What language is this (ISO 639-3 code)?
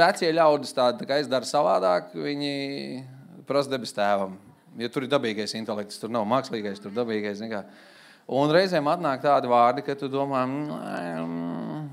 lav